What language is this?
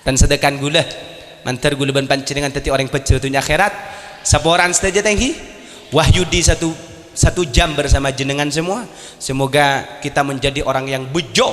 Madurese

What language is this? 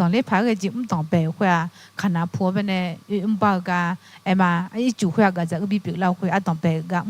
Akha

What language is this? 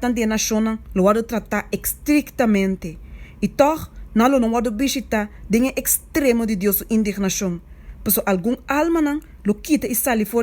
Papiamento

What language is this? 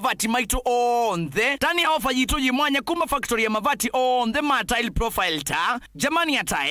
Kamba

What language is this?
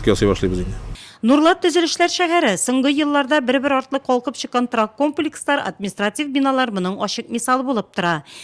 Tatar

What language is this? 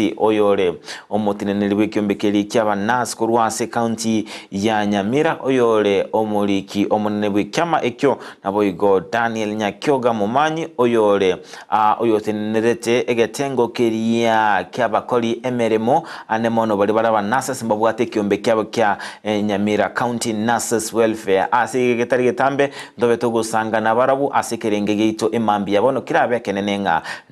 Gusii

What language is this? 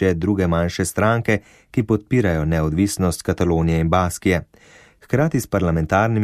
Slovenian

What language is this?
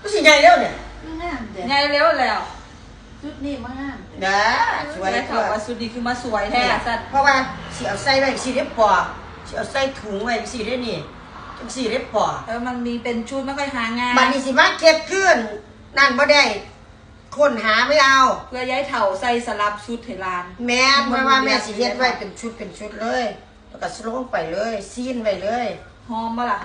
Northeastern Thai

